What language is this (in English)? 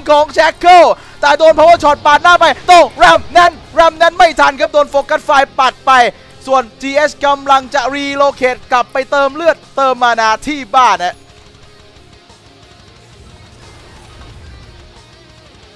Thai